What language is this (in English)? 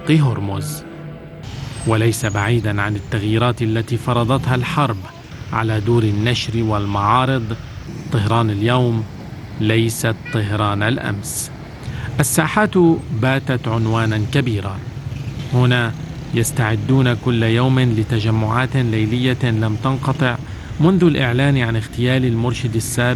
Arabic